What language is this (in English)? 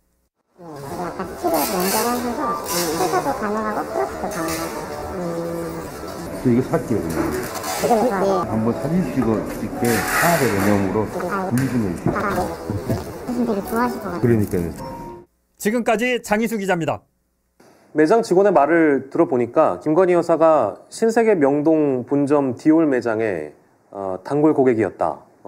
Korean